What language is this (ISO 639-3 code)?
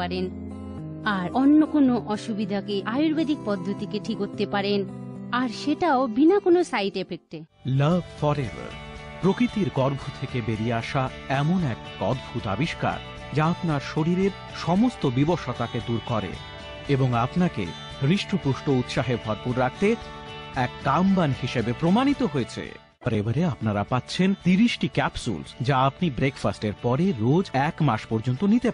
ben